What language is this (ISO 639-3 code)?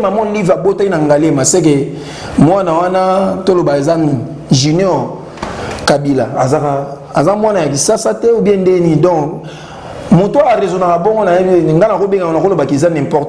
lin